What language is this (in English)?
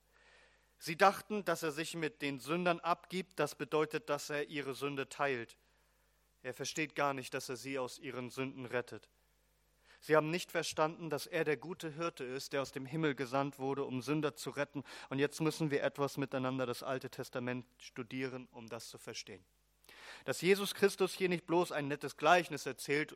German